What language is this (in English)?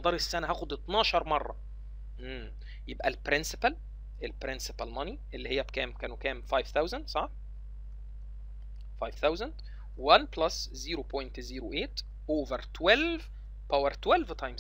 Egyptian Arabic